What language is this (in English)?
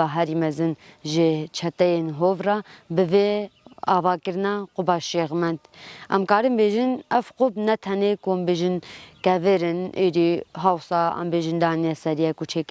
Kurdish